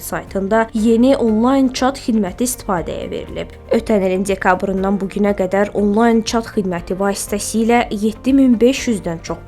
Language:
Azerbaijani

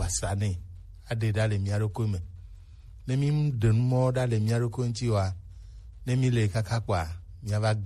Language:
Gen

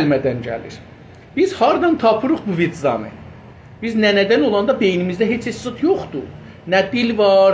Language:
South Azerbaijani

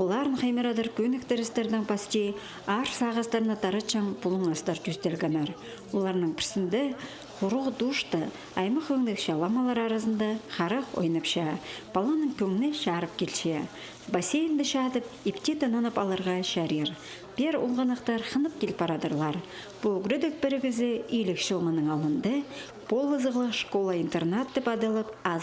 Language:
Khakas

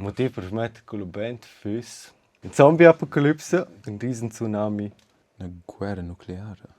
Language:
Romansh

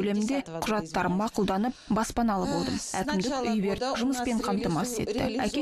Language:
Kazakh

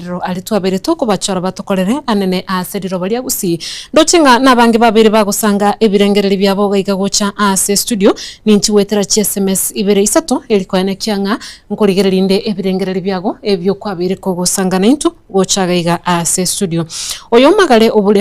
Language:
Gusii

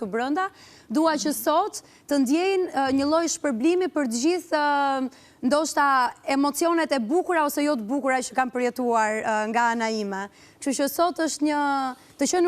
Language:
Albanian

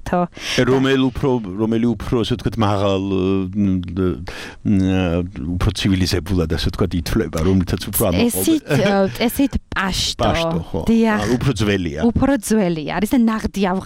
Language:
Georgian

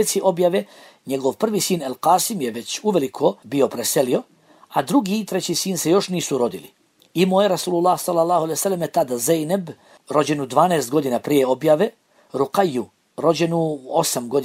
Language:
Bosnian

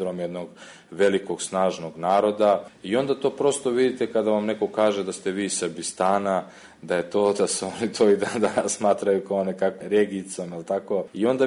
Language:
Serbian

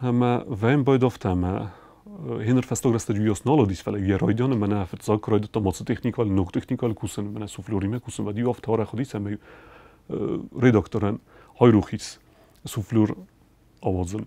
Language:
Ossetic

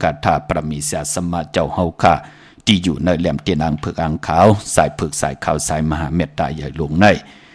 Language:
Shan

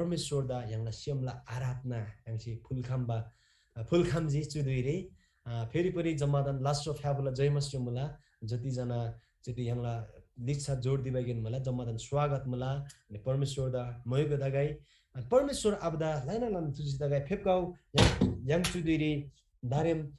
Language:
Eastern Tamang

